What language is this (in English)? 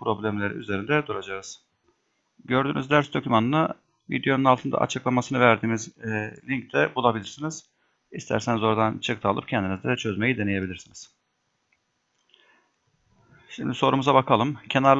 Turkish